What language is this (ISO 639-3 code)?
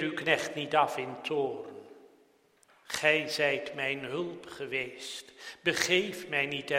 nld